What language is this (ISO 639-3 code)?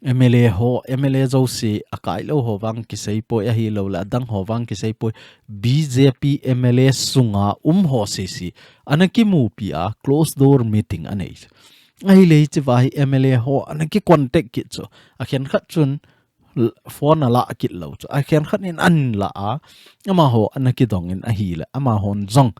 tcz